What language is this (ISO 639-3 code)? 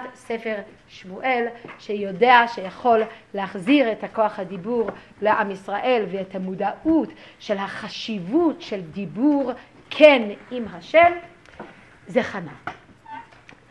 heb